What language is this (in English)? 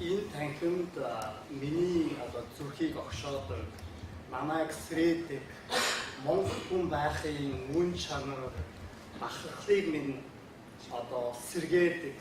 Mongolian